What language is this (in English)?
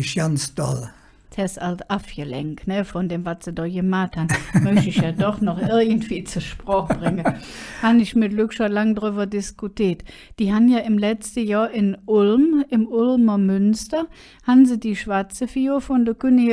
Colognian